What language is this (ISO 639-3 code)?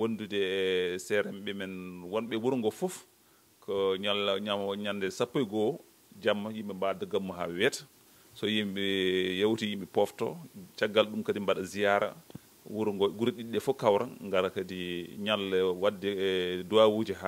ful